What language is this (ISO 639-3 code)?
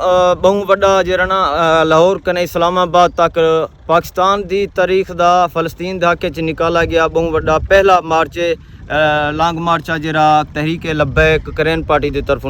skr